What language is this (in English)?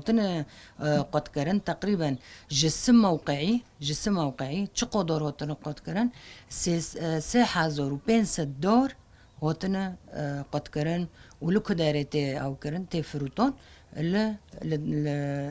Kurdish